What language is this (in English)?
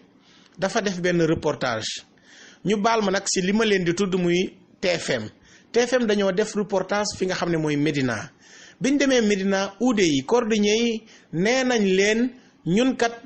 Wolof